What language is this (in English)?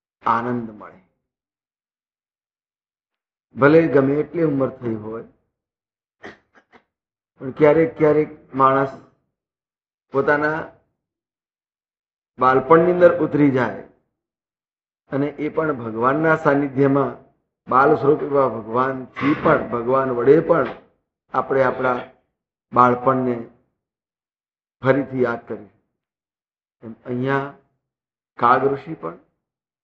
Gujarati